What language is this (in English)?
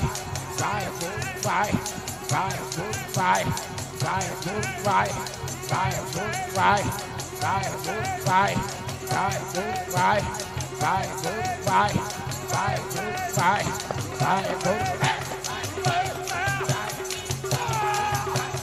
Punjabi